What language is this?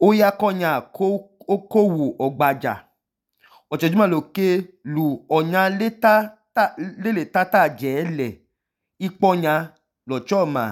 Idoma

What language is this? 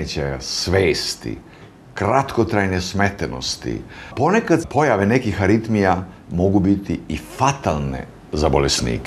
Serbian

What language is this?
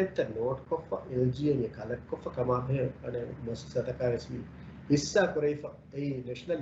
Divehi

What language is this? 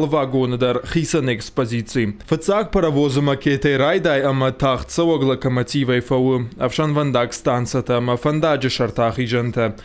Ossetic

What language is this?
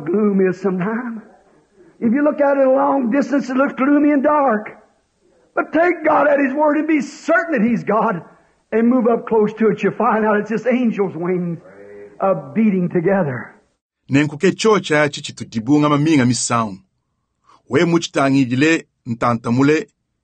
Luba-Lulua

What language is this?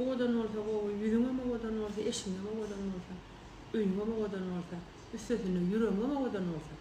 Turkmen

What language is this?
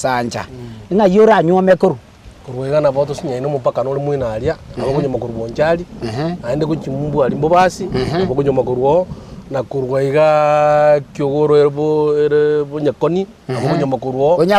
Gusii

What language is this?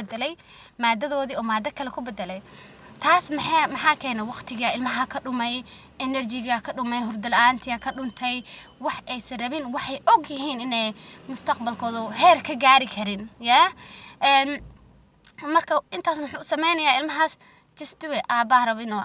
Somali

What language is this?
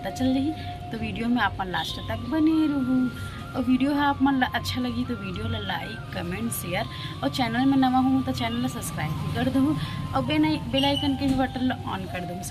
Chhattisgarhi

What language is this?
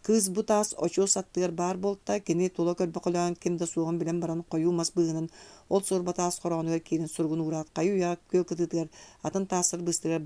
Yakut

